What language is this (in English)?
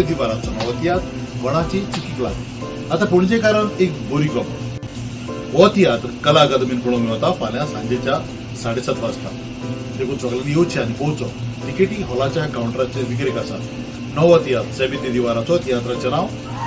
Konkani